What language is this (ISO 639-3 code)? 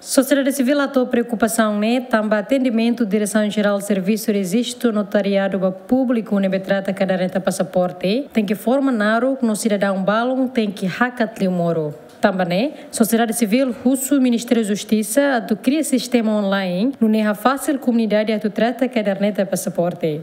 tet